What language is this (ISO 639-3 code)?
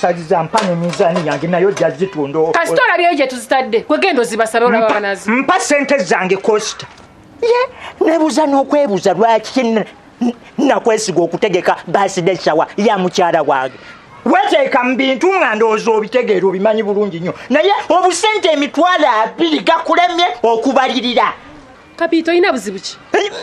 lug